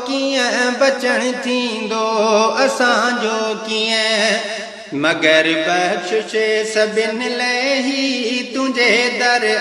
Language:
Sindhi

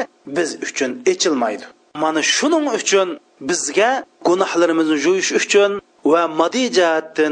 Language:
Uyghur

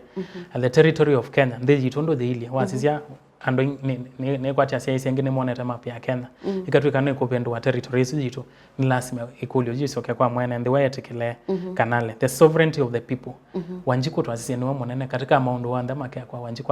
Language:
Kamba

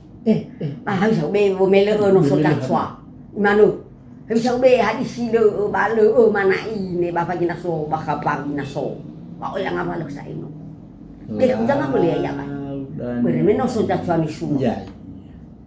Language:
Nias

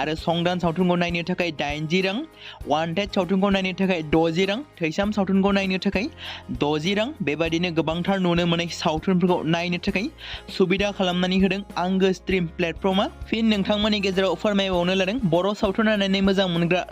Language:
Bodo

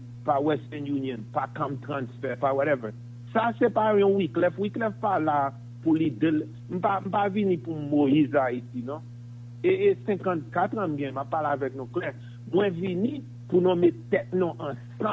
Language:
French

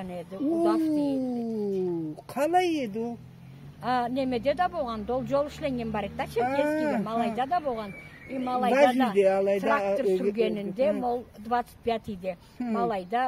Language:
Karachay-Balkar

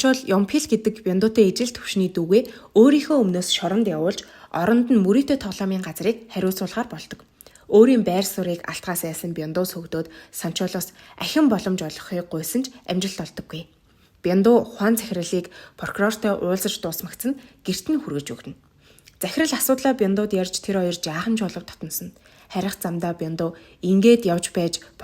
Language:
Mongolian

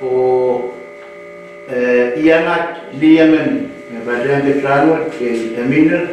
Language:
Pohnpeian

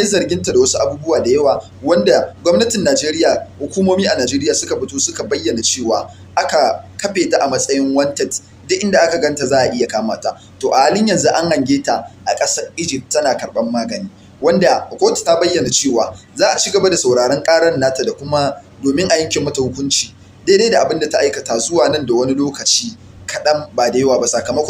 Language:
Hausa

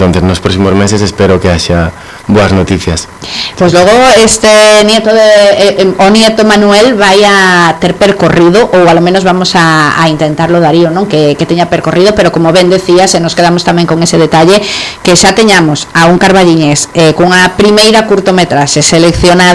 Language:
Galician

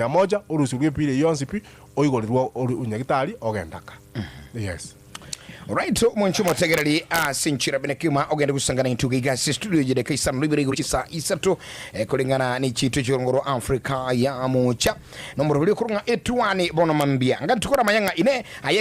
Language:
Gusii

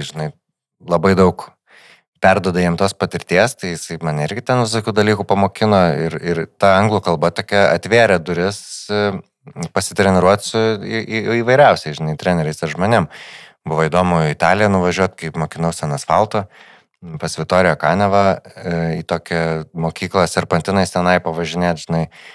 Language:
Lithuanian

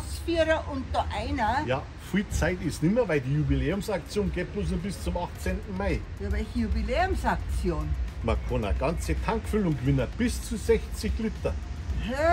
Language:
Bavarian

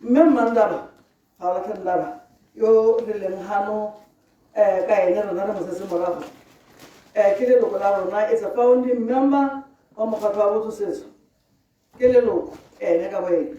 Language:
Tswana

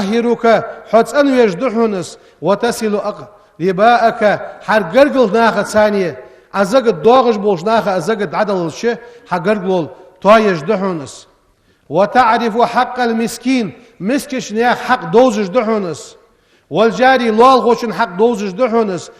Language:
Ingush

